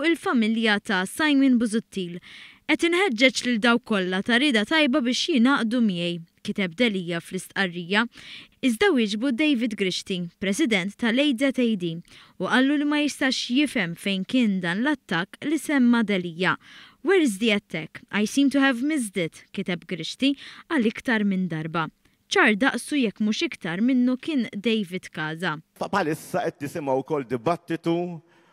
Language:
Maltese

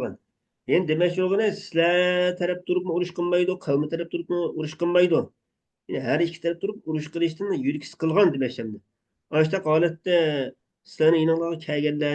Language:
Uyghur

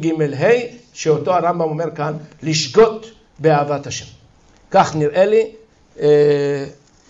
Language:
Hebrew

